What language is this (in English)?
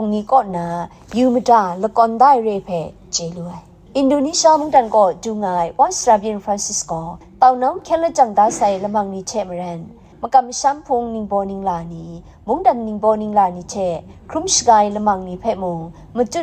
Kachin